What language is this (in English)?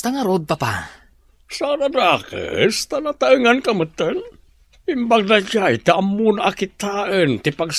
Iloko